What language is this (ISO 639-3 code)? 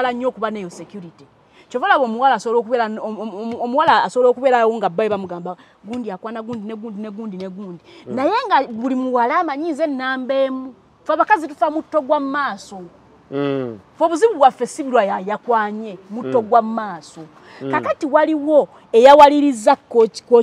lug